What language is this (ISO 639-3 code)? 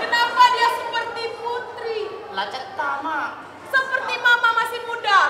mui